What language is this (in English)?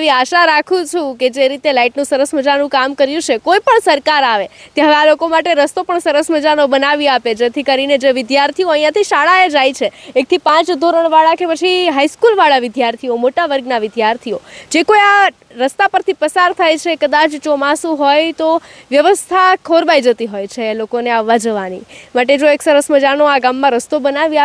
Gujarati